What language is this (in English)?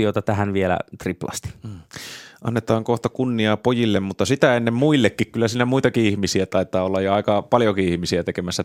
Finnish